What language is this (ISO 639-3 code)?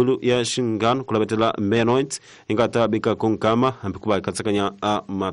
tso